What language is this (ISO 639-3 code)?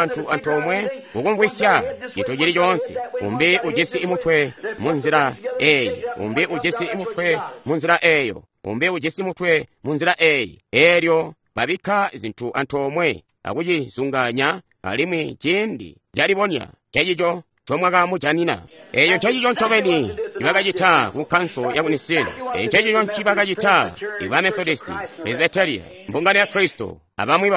toi